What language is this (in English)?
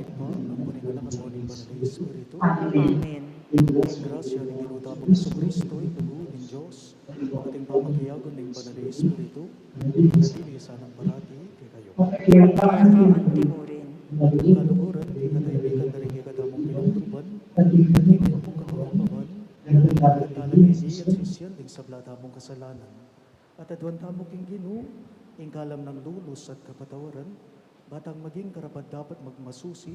Pampanga